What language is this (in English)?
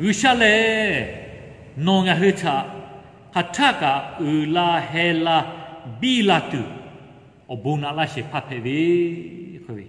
Lahu